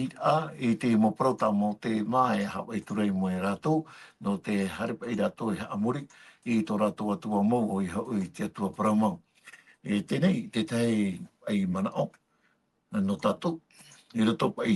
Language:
Tahitian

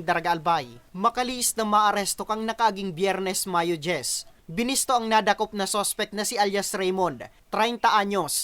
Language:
Bikol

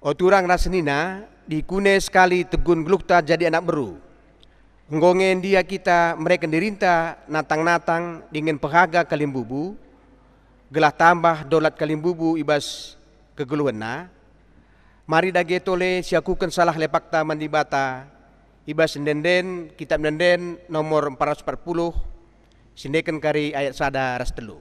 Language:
Batak Karo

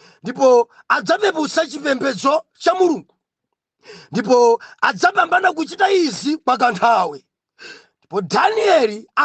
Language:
Nyanja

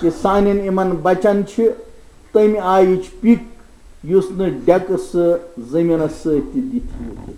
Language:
Kashmiri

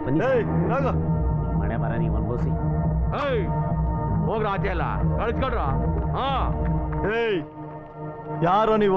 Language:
Kannada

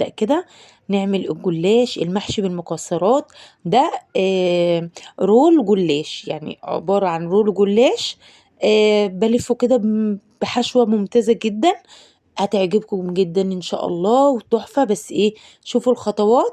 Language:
Egyptian Arabic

